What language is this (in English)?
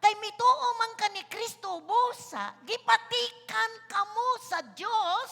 Cebuano